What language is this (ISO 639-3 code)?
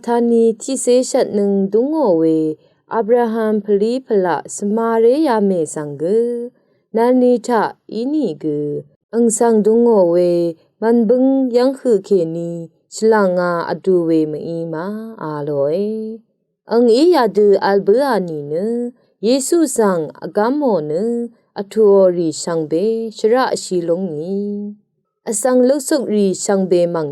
raw